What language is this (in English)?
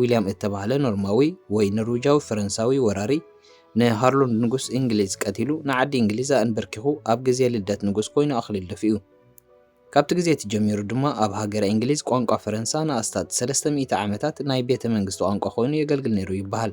Tigrinya